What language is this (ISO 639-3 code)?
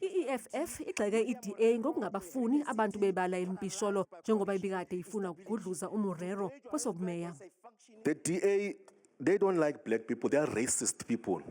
zul